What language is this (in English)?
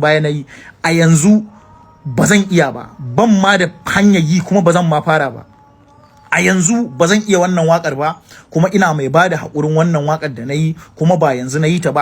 Hausa